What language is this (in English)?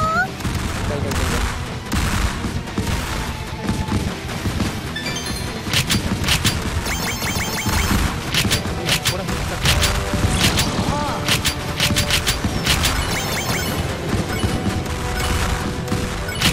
Japanese